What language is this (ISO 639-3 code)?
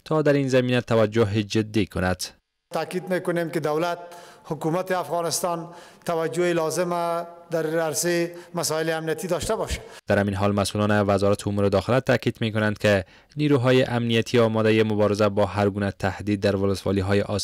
fas